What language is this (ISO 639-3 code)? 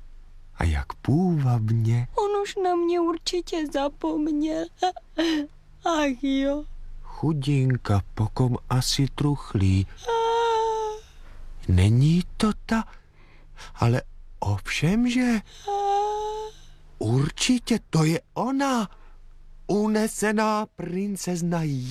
ces